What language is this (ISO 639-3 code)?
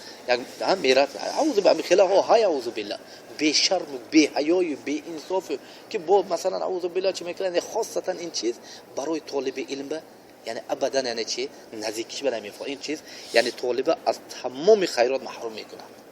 tgk